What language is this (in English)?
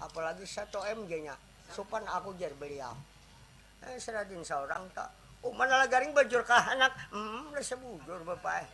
Banjar